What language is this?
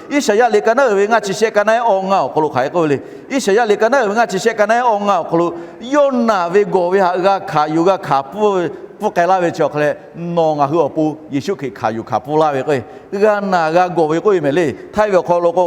Lahu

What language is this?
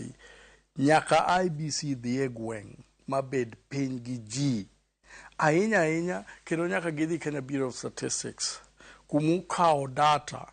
Luo (Kenya and Tanzania)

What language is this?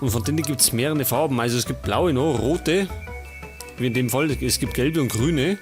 Bavarian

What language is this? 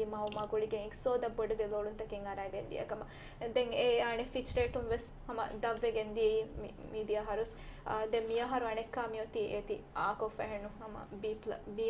Divehi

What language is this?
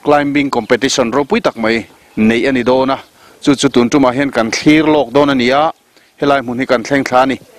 Mizo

